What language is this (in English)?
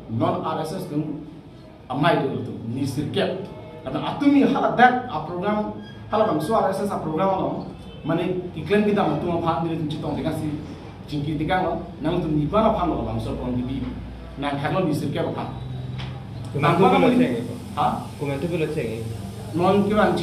Karbi